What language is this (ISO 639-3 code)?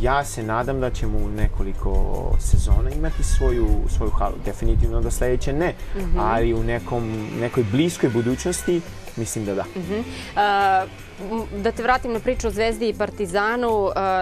srp